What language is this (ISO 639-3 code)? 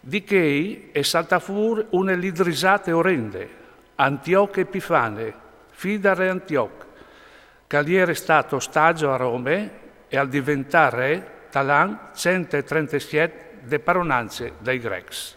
fur